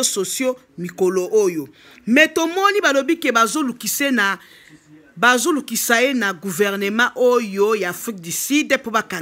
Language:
Lingala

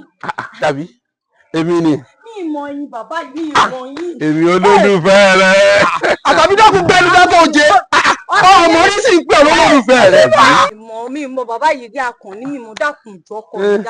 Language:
Yoruba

